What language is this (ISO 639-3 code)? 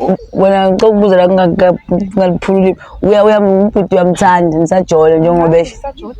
zul